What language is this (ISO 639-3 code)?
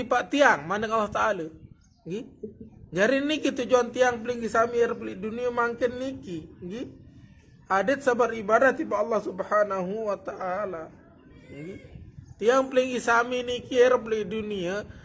sas